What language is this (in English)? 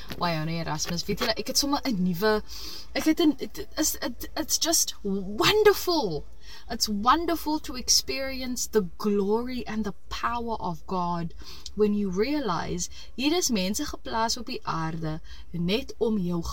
Afrikaans